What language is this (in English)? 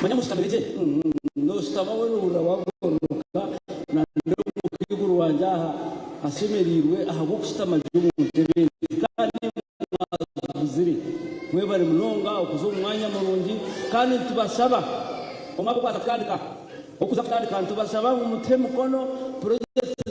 Nyankole